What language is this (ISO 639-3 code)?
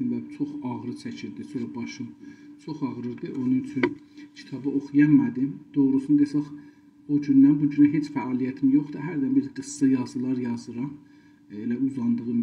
azb